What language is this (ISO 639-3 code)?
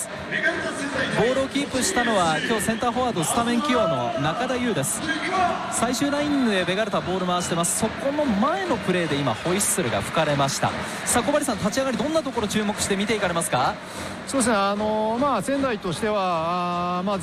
jpn